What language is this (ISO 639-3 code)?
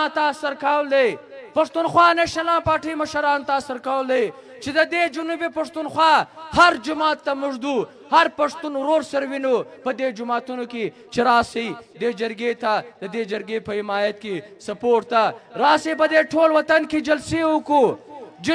pus